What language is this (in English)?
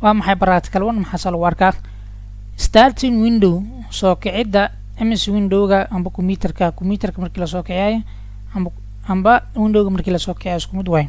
Somali